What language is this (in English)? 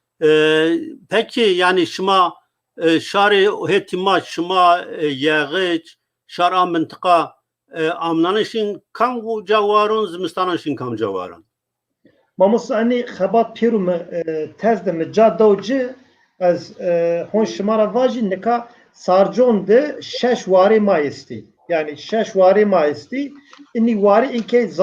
Zaza